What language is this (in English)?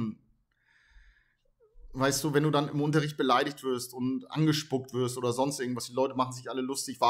German